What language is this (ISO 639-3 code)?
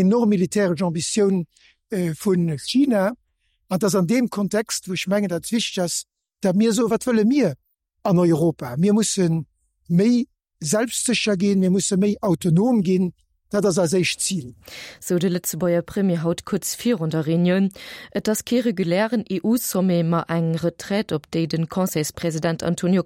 ltz